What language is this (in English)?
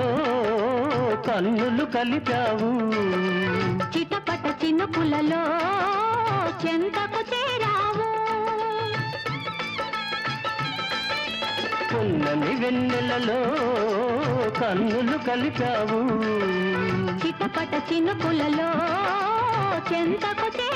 Telugu